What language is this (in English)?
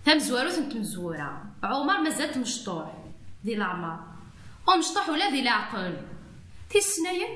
Kabyle